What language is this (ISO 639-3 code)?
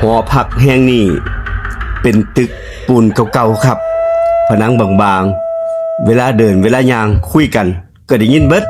tts